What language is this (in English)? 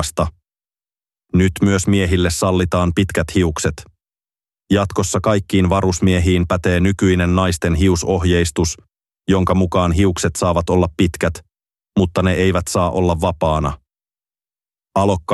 Finnish